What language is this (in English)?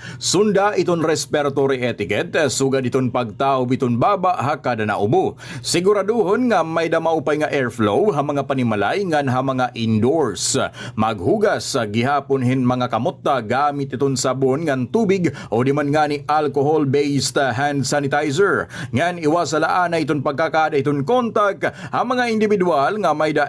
Waray